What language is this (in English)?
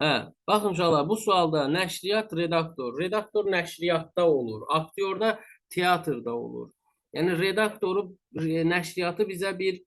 Azerbaijani